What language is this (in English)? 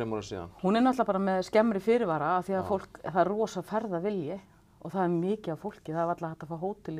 Icelandic